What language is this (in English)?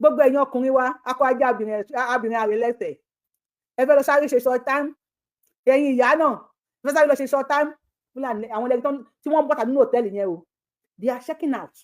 Yoruba